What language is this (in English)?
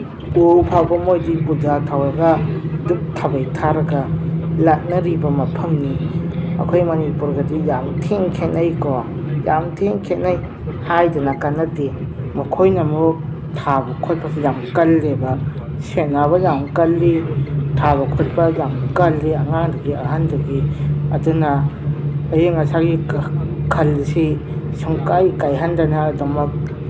Manipuri